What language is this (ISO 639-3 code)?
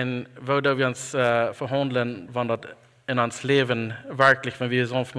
pdt